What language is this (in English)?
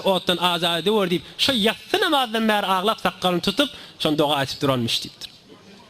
Turkmen